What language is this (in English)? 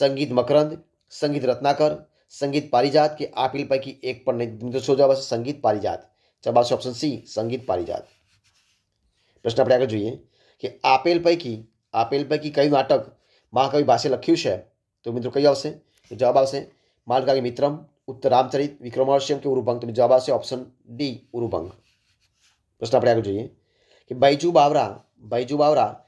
Gujarati